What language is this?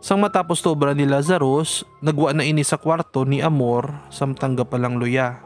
Hiligaynon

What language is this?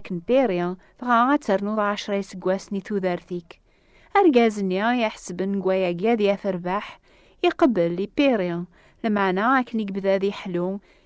Kabyle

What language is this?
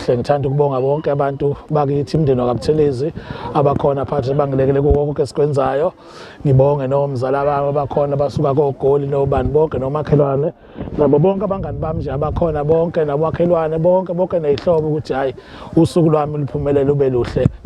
Zulu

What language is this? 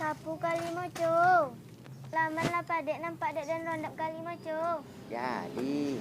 Minangkabau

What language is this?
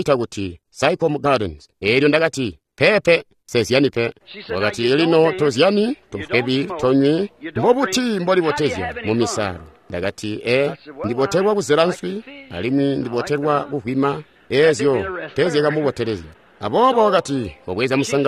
Tonga (Zambia)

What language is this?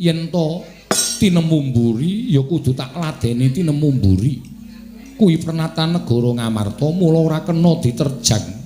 Javanese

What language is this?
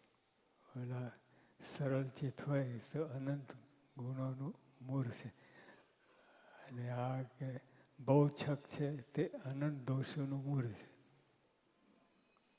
Gujarati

